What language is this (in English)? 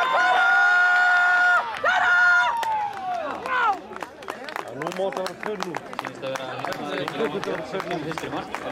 Icelandic